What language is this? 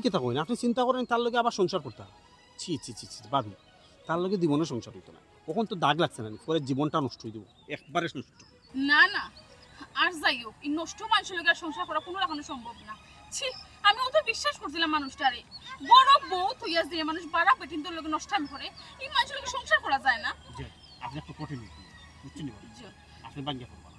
Sylheti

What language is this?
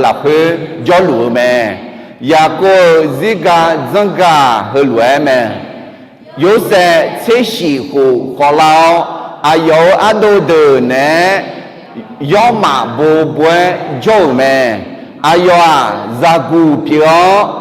Akha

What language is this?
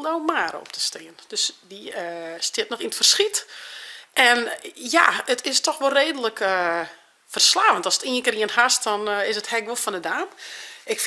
Western Frisian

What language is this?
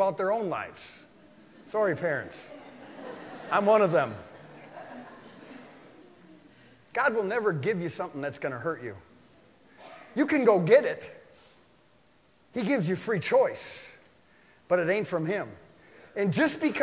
English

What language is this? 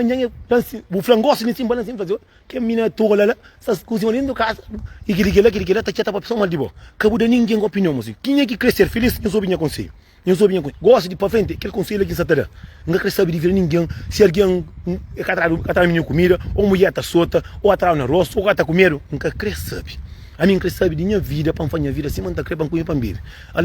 Kabuverdianu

